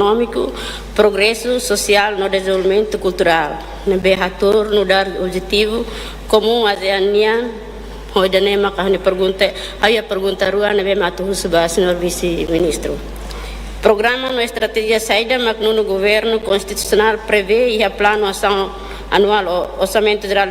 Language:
Tetum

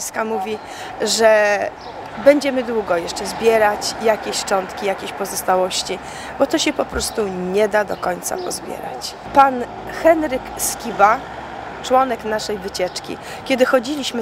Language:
Polish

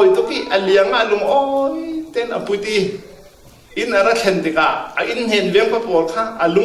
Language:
Falam Chin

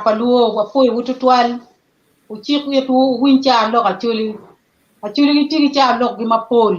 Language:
Acoli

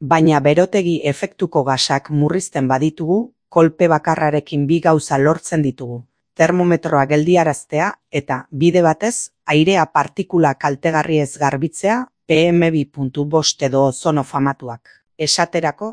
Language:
Basque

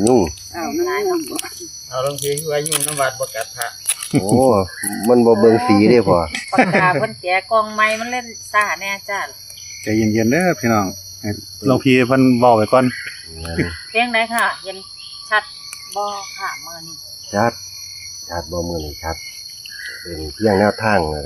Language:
Northeastern Thai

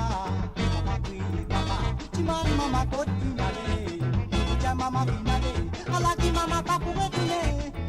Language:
Morisyen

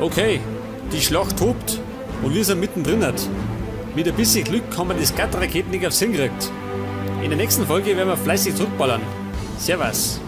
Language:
Bavarian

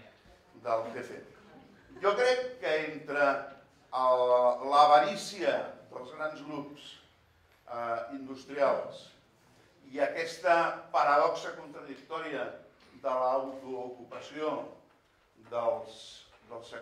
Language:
Catalan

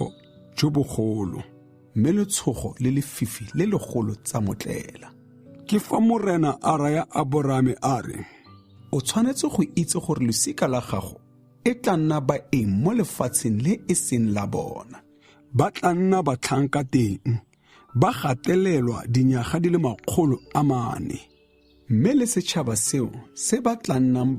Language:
Tswana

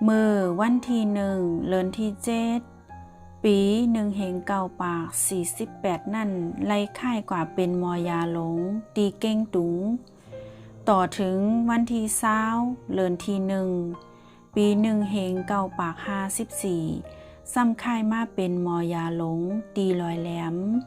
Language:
Shan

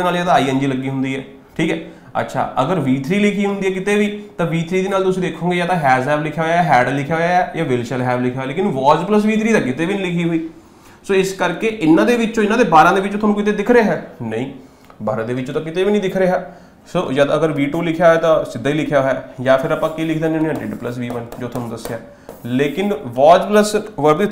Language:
Punjabi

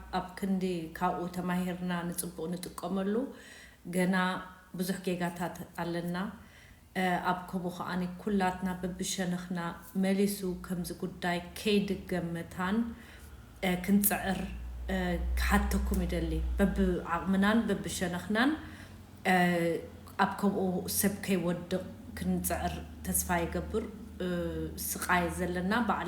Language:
Tigrinya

